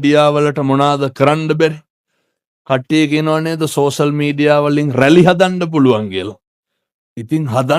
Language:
Sinhala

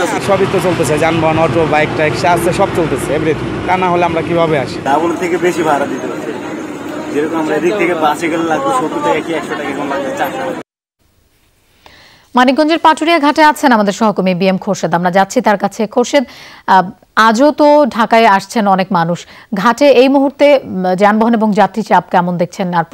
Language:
Bangla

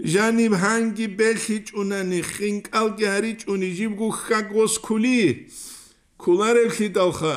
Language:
Avaric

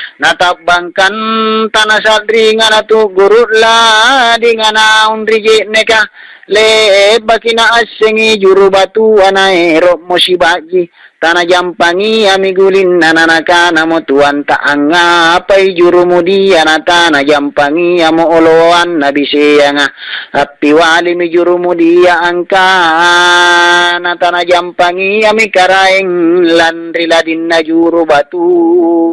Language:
Makasar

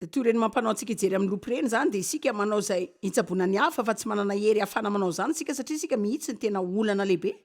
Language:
Malagasy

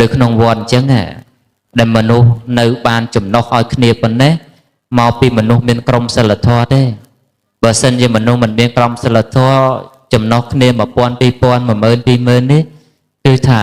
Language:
Khmer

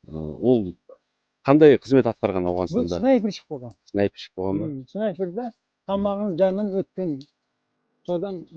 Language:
Kazakh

